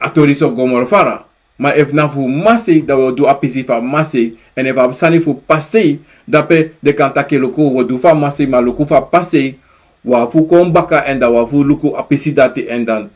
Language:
Sranan Tongo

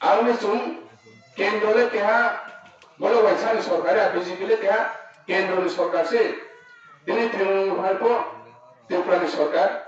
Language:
Riang (India)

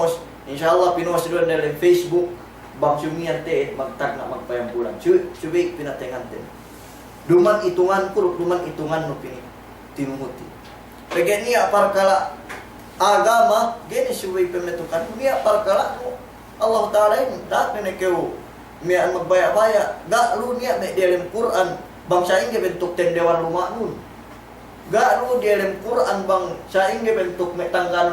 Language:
Yakan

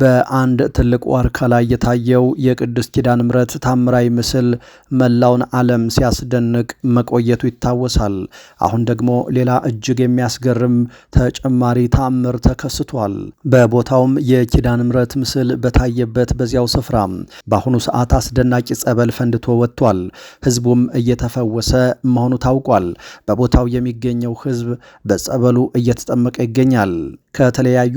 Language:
Amharic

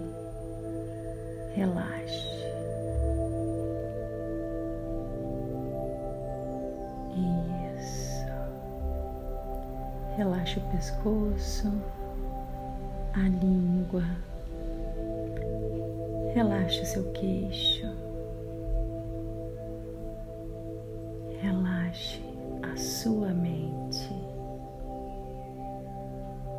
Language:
Portuguese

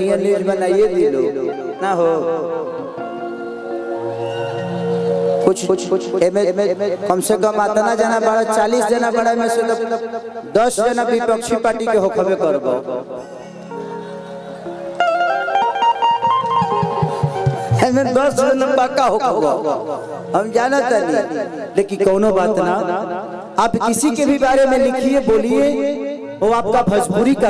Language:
Bhojpuri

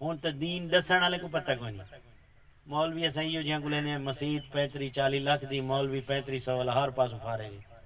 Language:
Saraiki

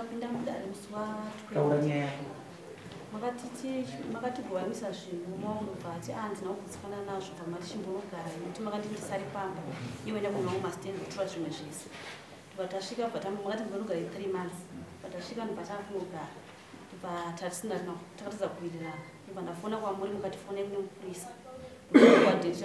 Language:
Shona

